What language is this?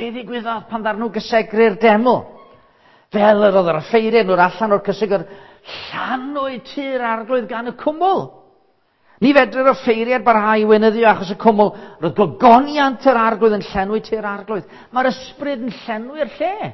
Welsh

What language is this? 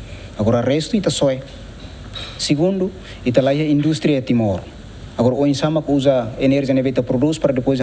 Tetum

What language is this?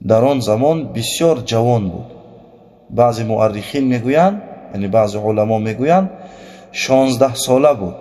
Tajik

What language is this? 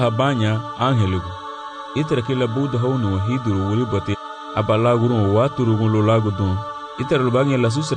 Garifuna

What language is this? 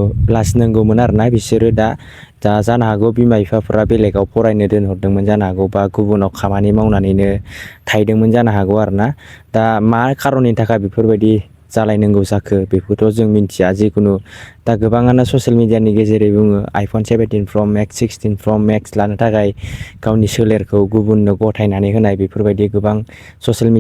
Bodo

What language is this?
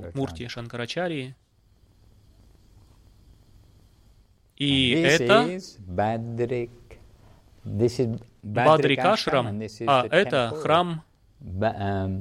Russian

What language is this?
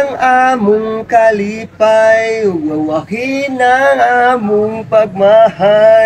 Cebuano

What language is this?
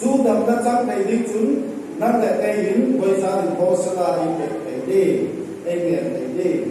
Hmar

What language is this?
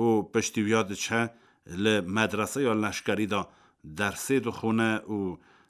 Kurdish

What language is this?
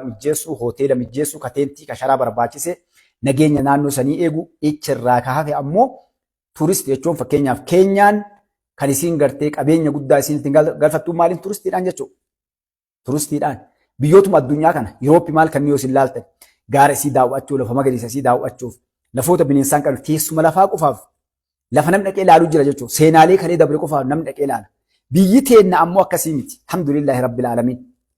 Oromo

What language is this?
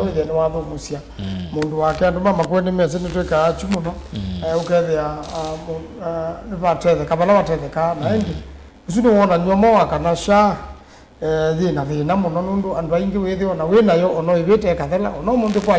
Kamba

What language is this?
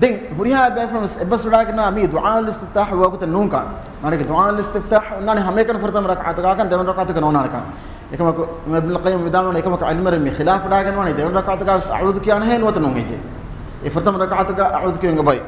Divehi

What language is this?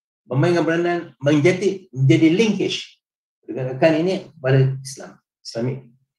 Malay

